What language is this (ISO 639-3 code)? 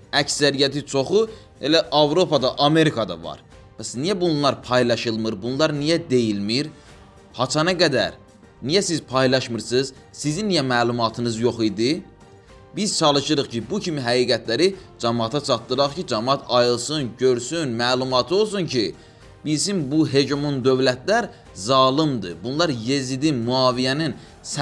aze